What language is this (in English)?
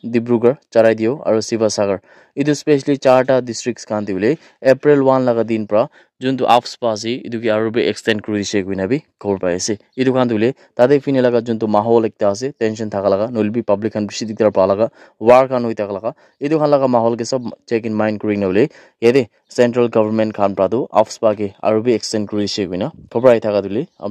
Naga Pidgin